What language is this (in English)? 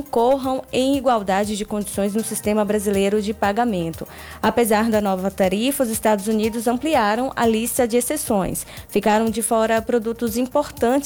Portuguese